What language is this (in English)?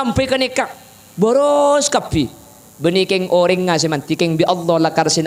Madurese